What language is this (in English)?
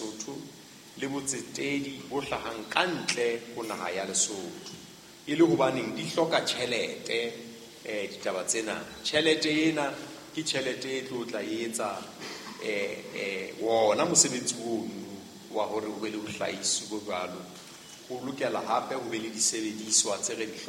Southern Sotho